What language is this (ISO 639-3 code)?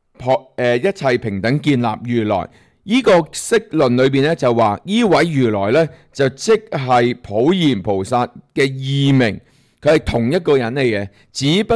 yue